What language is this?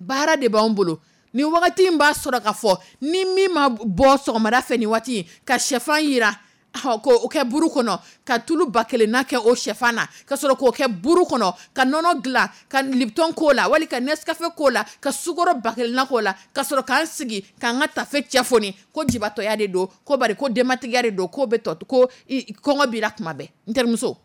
Dyula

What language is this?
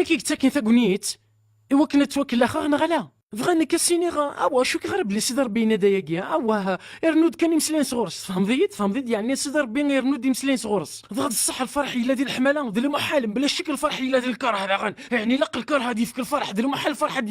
Kabyle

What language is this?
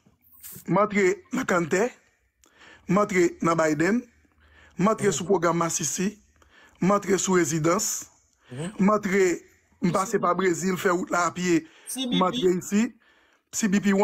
Haitian Creole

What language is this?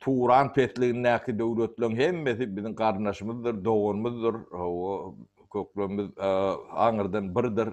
Turkmen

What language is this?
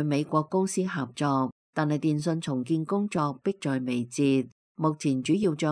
Cantonese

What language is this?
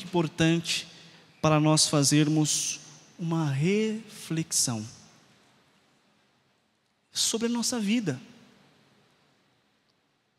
Portuguese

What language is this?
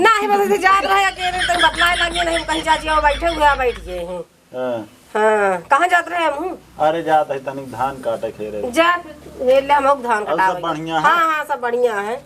Awadhi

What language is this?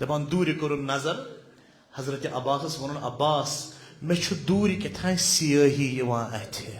Kashmiri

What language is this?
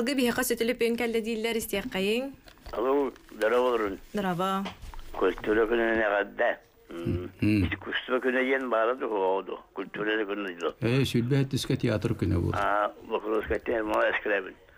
Yakut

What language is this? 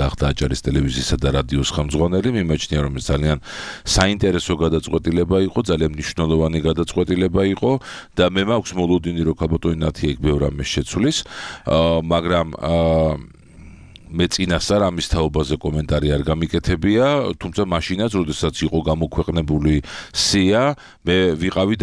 Georgian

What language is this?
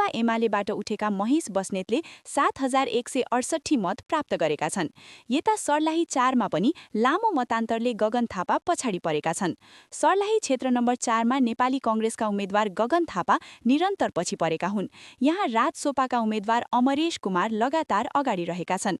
Nepali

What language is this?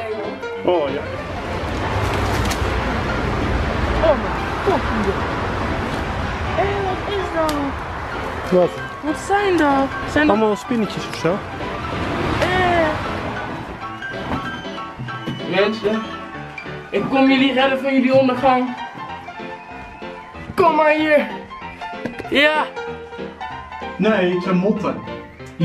Dutch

